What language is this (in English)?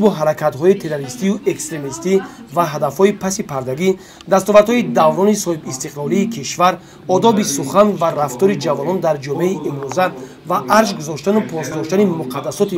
Tajik